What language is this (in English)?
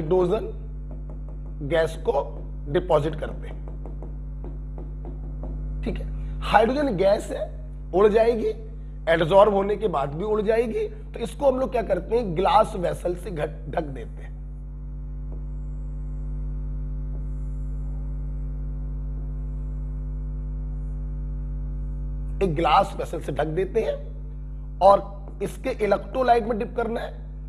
Hindi